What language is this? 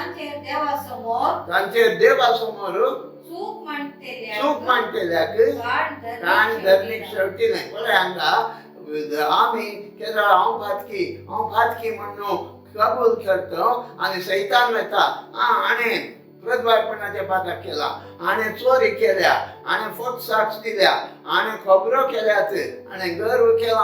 Konkani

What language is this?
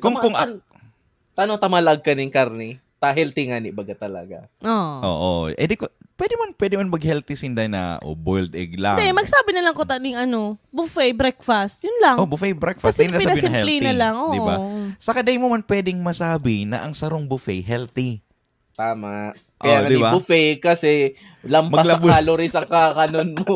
Bikol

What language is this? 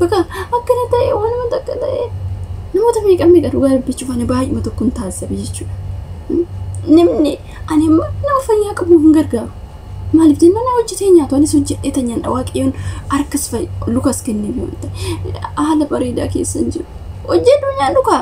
Oromo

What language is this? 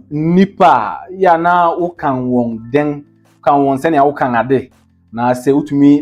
Akan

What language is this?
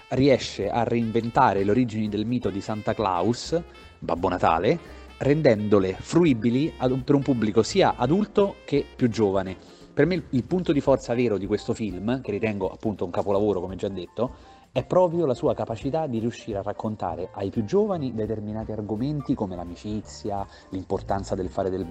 Italian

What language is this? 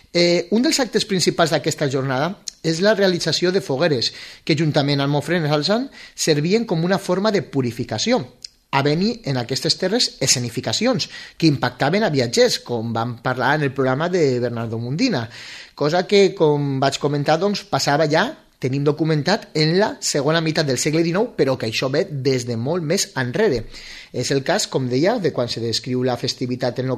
Catalan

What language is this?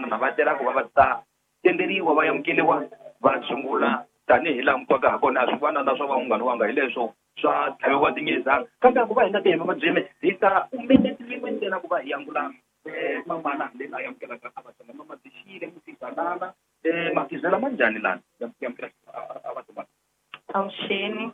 Tsonga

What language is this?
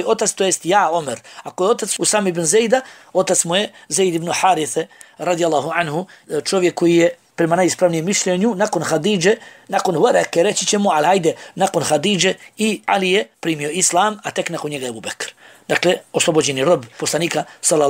Bosnian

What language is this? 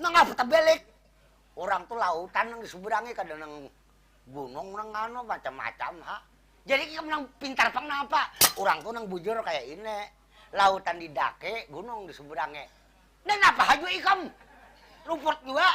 Banjar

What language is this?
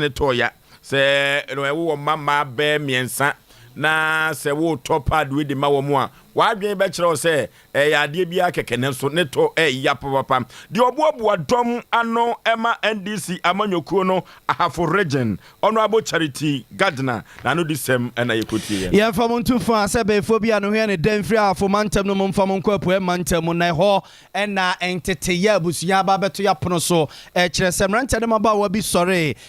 Akan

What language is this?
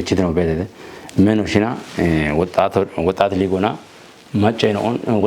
Kafa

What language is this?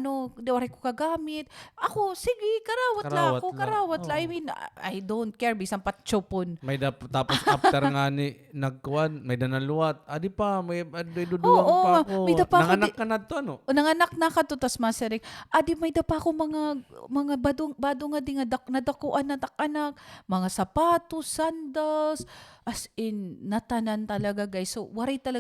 Waray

